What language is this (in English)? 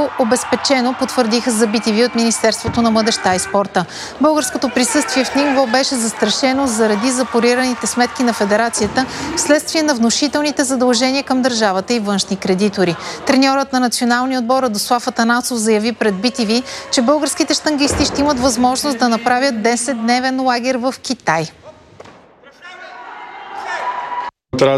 Bulgarian